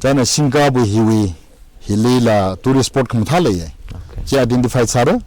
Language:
Tangkhul Naga (India)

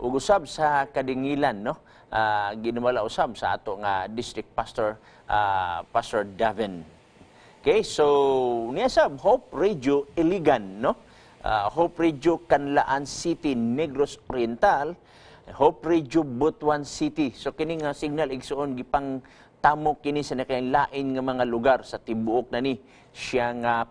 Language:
Cebuano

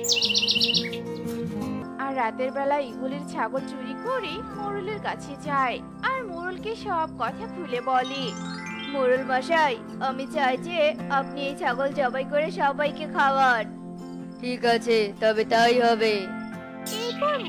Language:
Bangla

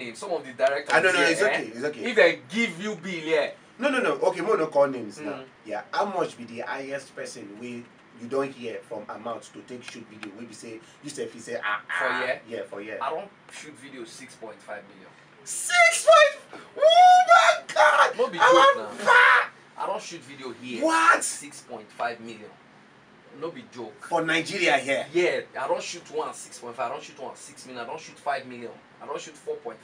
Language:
Nigerian Pidgin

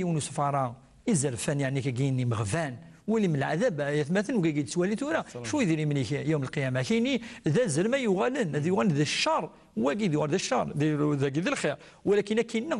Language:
Kabyle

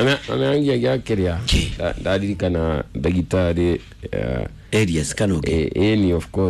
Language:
Kikuyu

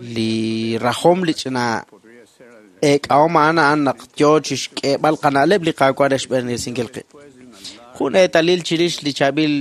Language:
Kekchí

